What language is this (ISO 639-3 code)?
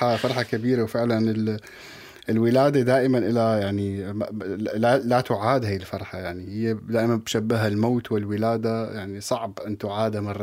apc